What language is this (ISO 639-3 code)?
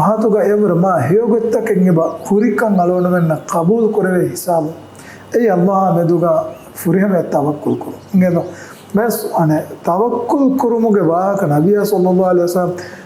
div